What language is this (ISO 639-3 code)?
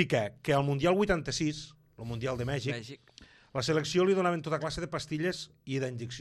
cat